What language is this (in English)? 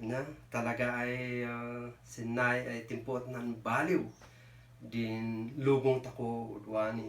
Kankanaey